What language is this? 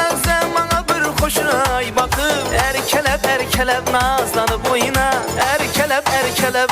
Kara-Kalpak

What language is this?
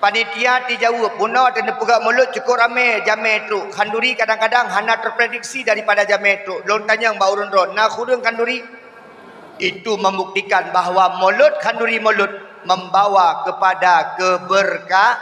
Achinese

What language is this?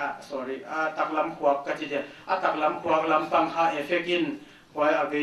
Paite Chin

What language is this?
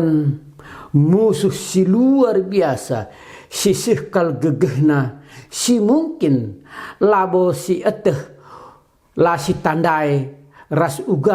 Batak Karo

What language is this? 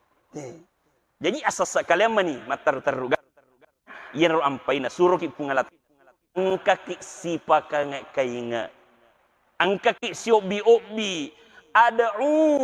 Buginese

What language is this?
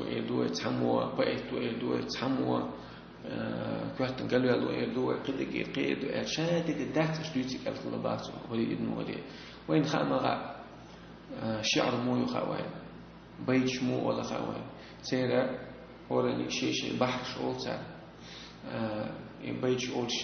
Chechen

